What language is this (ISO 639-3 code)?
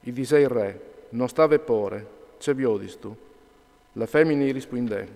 fur